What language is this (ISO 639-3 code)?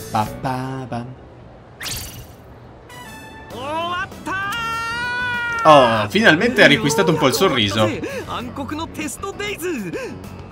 ita